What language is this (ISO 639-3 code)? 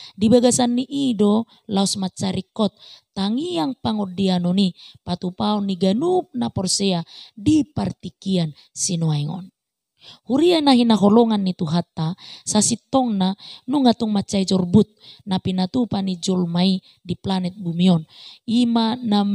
bbc